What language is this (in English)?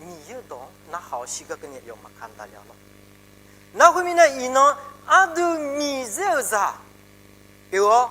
Akha